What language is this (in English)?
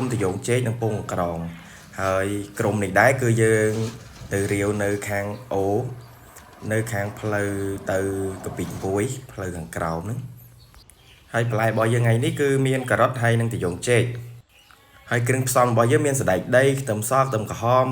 Khmer